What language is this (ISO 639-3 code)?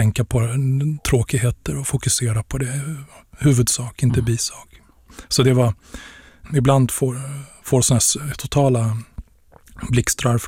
swe